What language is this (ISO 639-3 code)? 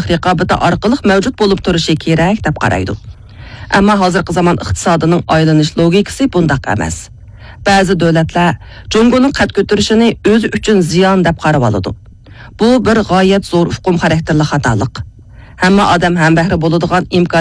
uig